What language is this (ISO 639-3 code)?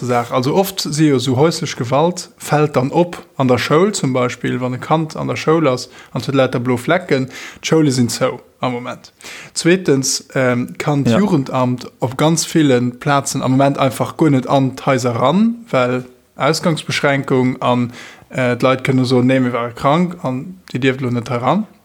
ltz